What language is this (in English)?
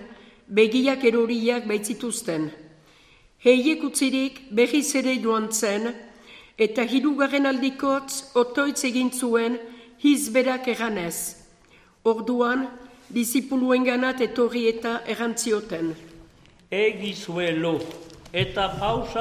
Basque